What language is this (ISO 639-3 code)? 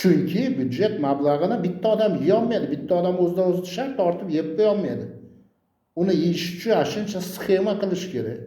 uzb